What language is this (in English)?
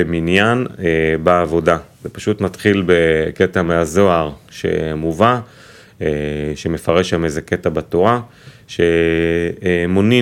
Hebrew